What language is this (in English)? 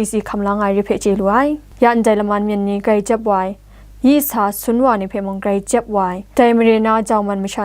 Kachin